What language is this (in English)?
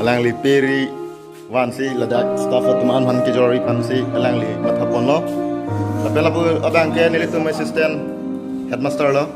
Karbi